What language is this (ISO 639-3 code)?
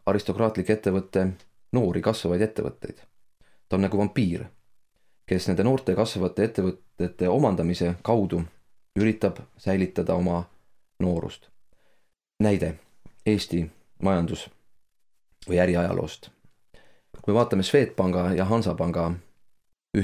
est